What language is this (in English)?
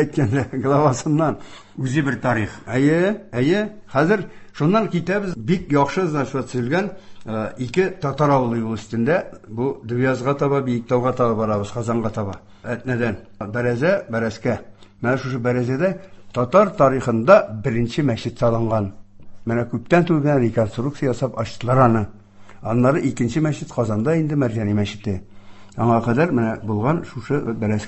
Tatar